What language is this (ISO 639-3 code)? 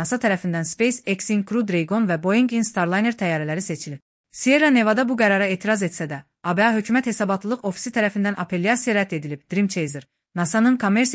aze